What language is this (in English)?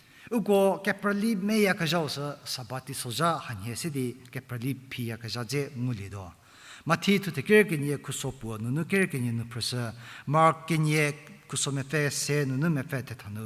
Angami Naga